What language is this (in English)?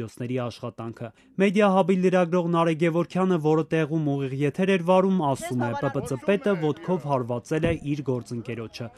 Armenian